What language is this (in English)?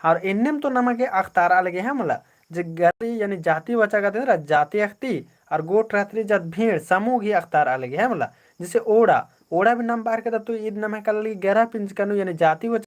Kurukh